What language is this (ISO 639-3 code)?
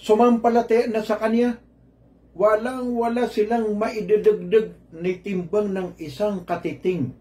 mrw